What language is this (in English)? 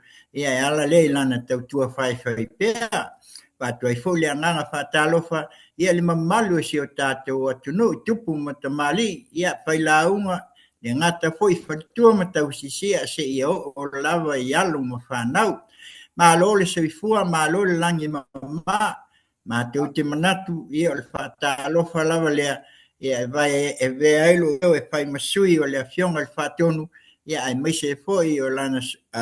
Samoan